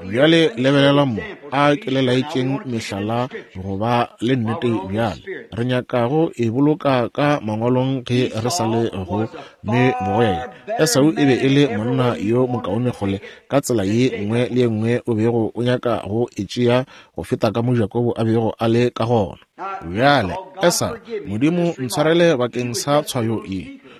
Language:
Northern Sotho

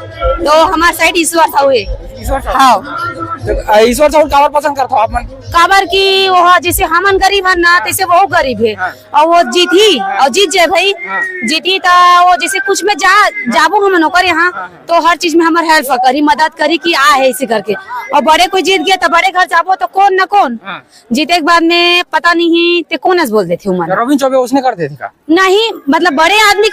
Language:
Chhattisgarhi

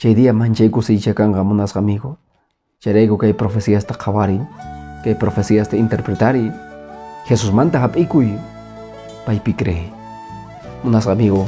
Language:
Quechua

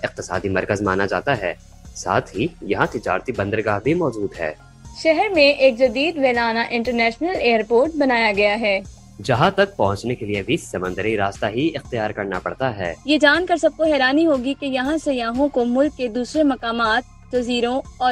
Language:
Urdu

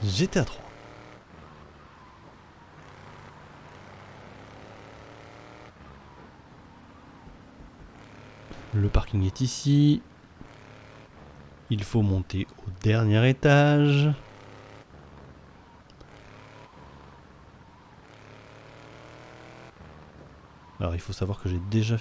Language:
French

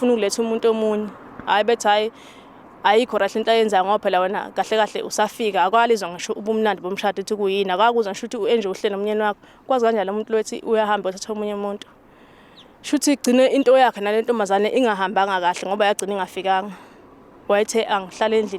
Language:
Zulu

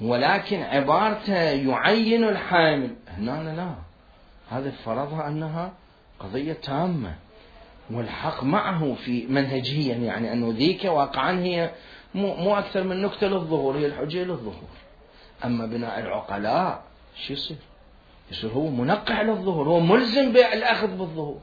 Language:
Mesopotamian Arabic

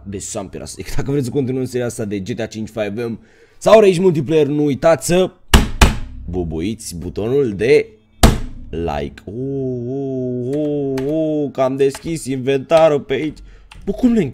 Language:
Romanian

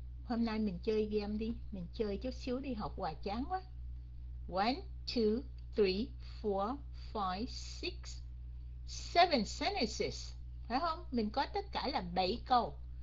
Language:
Vietnamese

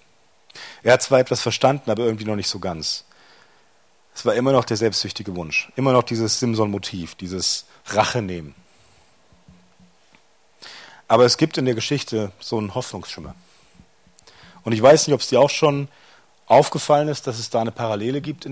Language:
German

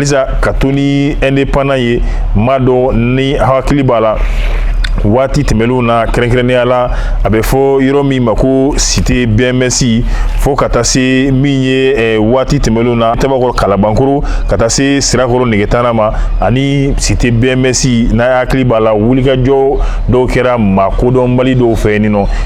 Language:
Bambara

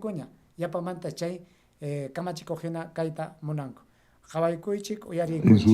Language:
Ayacucho Quechua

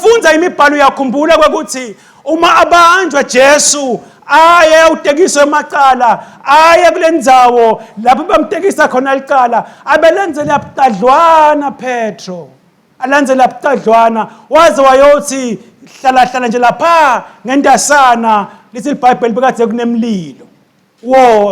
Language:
Swati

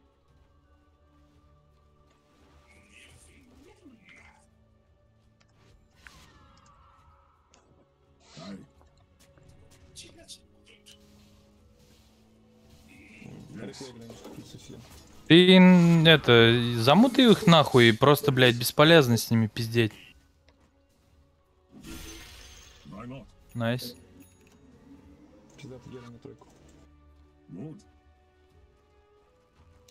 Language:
Russian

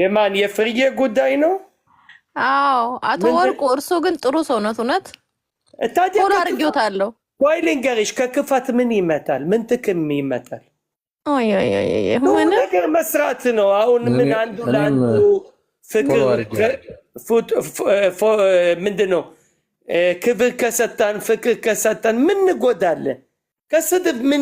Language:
Amharic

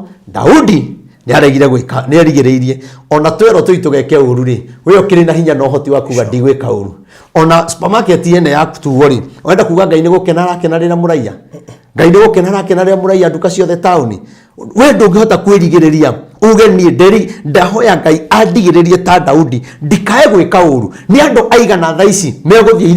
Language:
Kikuyu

